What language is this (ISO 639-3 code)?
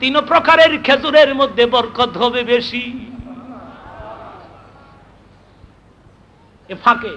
ben